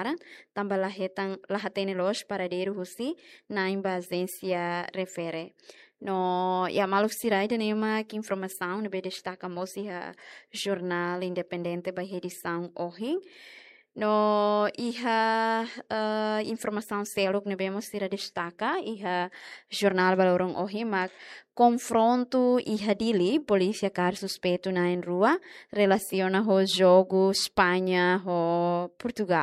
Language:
Tetum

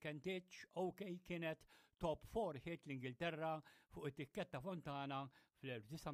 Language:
Maltese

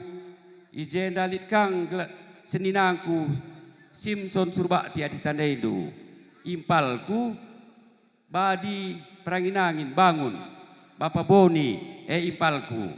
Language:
Batak Karo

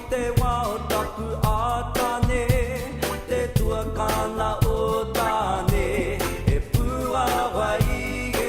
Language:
Māori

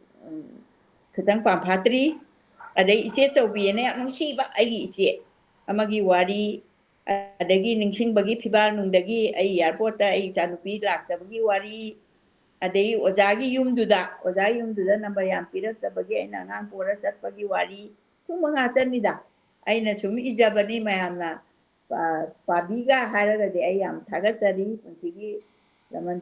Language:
Manipuri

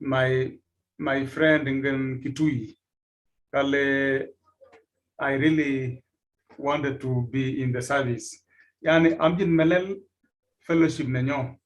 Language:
Kalenjin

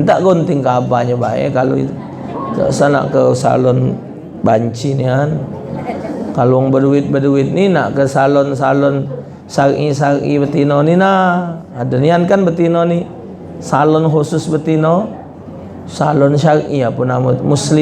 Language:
Musi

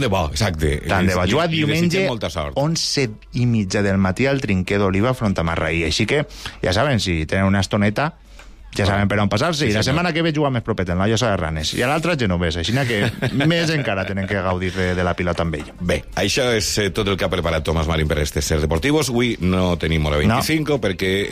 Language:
Catalan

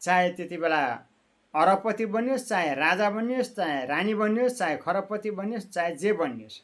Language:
Nepali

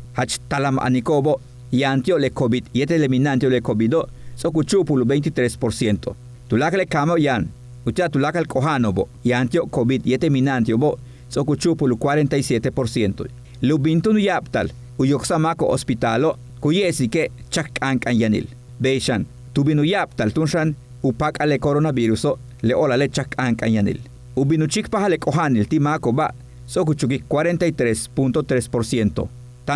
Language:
Yucateco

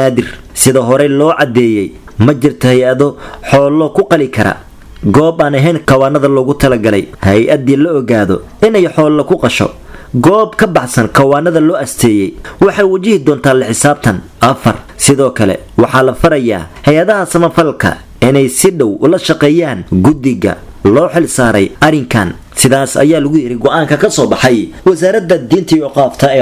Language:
Somali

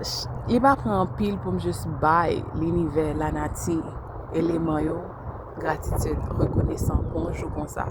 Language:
Haitian Creole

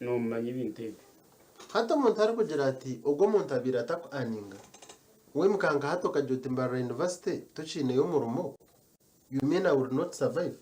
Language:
Nyankole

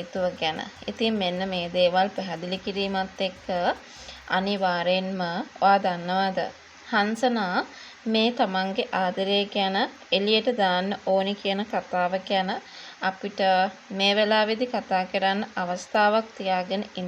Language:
Sinhala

